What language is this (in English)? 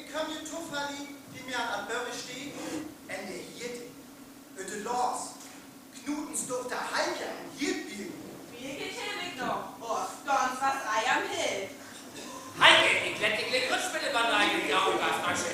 Northern Frisian